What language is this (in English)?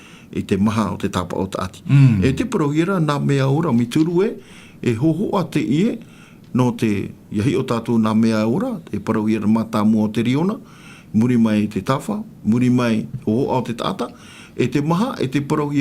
Tahitian